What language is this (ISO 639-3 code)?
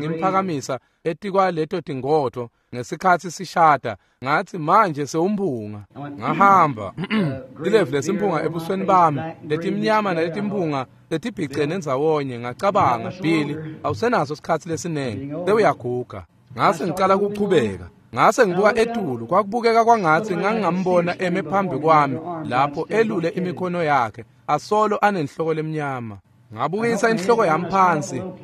ssw